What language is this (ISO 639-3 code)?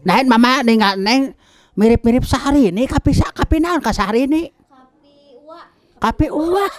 sun